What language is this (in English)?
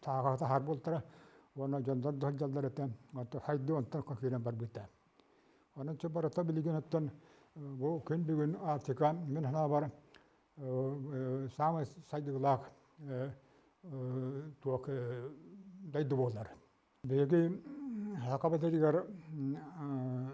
Yakut